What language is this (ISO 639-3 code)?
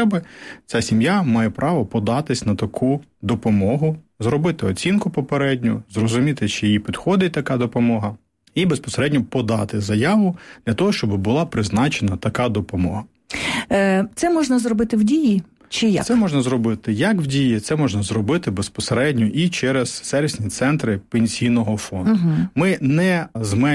ukr